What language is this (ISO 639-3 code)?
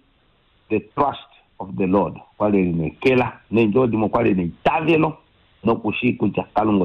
kua